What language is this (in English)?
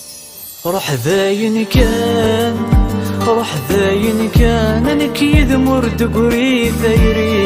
Kabyle